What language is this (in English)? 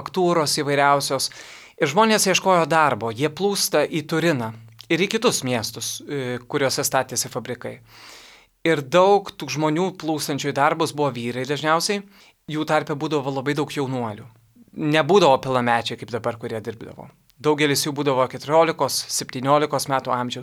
Lithuanian